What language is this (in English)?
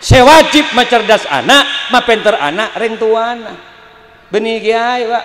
Madurese